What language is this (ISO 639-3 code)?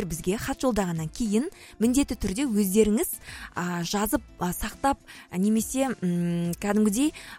kaz